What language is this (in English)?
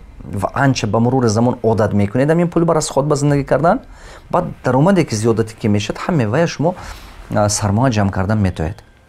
Tajik